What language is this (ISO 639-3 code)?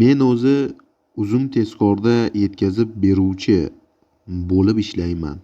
uzb